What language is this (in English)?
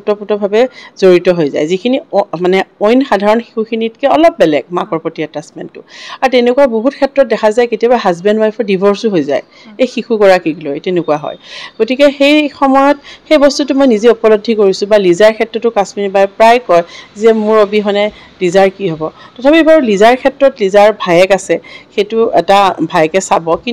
Assamese